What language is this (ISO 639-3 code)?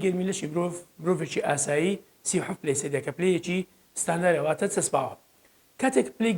ckb